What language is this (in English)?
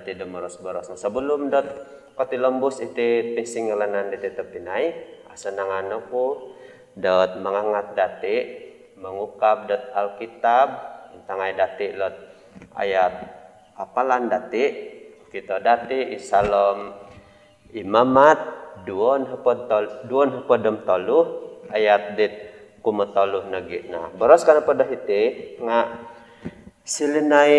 Central Dusun